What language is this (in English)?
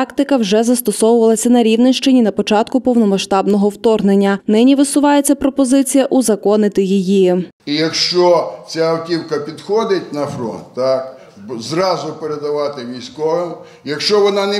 Ukrainian